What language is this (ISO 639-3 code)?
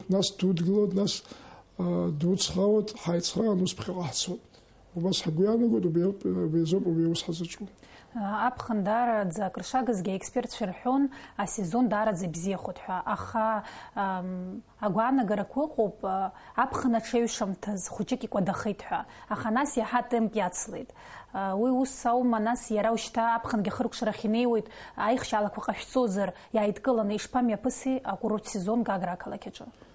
abk